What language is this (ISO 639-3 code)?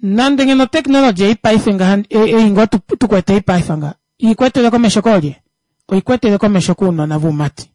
kua